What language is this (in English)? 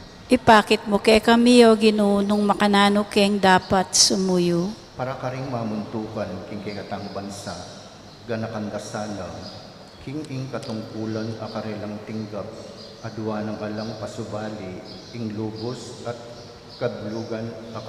Pampanga